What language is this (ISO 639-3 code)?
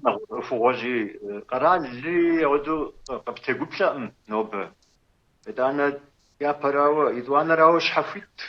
kbd